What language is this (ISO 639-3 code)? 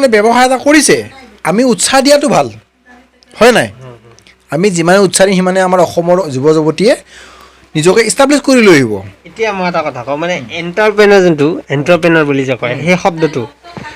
asm